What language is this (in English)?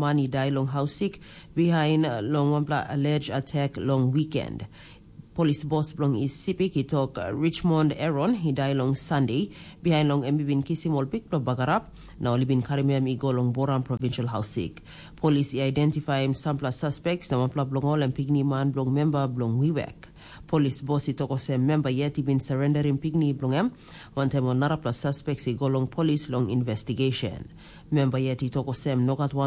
Tok Pisin